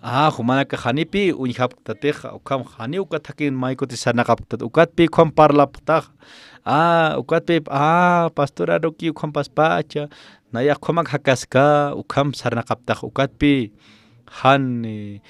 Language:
Aymara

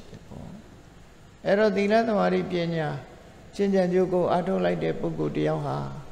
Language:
Burmese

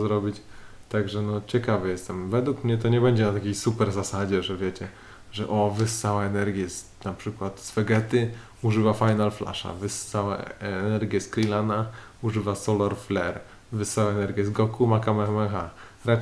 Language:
Polish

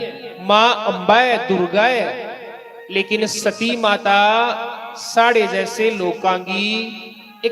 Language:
Dogri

